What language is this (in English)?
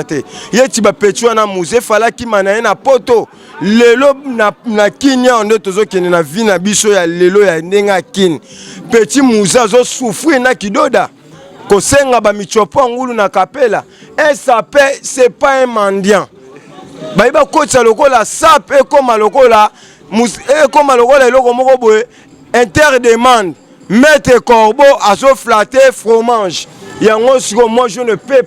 Lingala